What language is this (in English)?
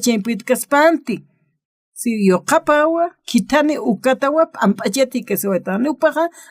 Aymara